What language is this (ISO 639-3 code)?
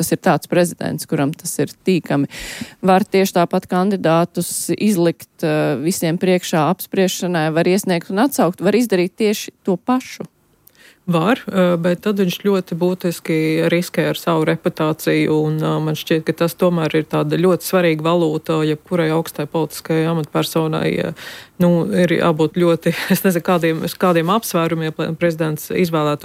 lav